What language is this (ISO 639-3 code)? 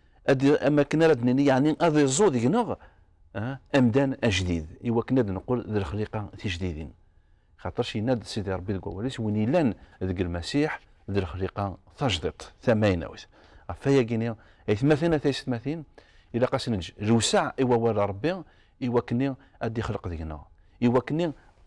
kab